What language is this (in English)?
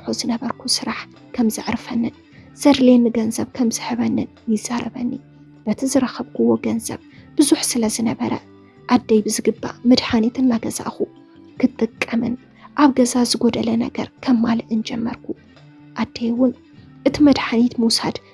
Tigrinya